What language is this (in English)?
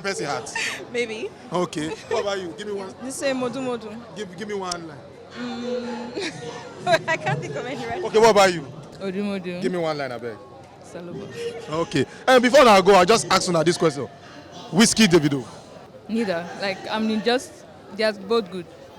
Nigerian Pidgin